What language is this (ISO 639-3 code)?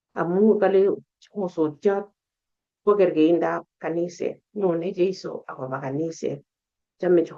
kln